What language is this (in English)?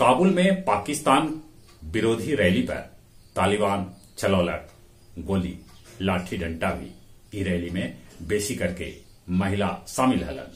Magahi